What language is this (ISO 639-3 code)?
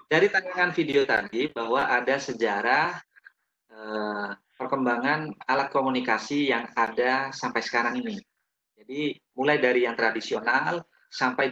ind